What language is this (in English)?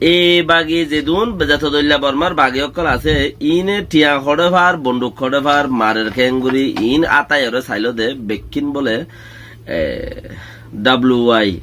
Rohingya